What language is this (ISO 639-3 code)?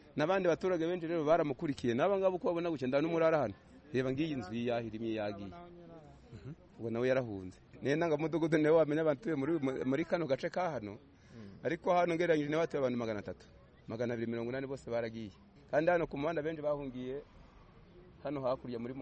kin